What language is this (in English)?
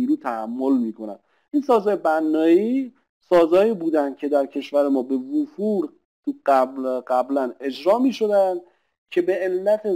Persian